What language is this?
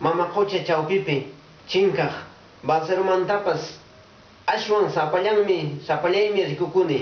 Quechua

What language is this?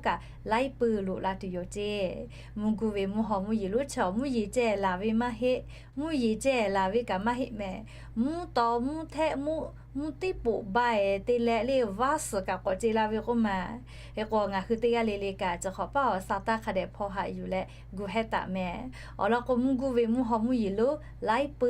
Lahu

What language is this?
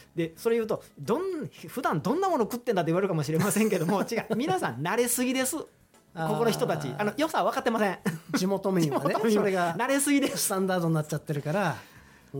Japanese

